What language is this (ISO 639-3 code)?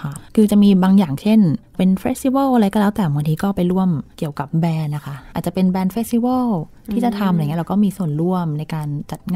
tha